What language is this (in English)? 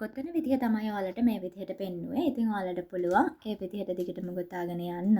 Sinhala